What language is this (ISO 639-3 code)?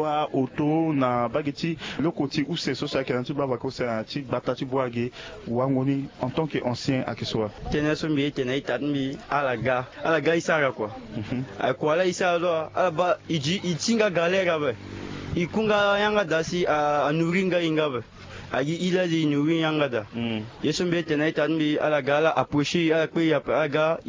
sag